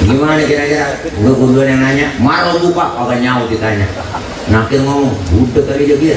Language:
Betawi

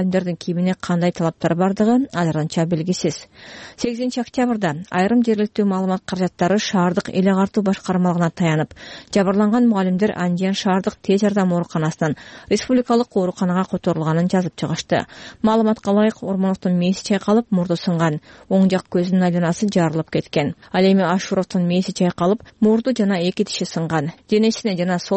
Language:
Kyrgyz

